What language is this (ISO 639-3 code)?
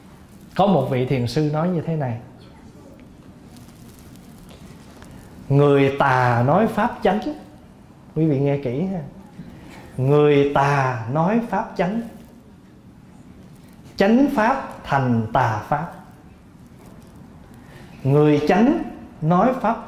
vie